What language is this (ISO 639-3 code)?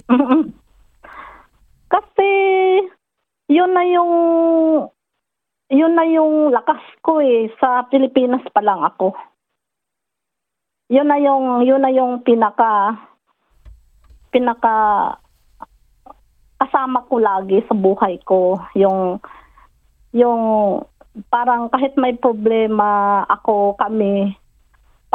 fil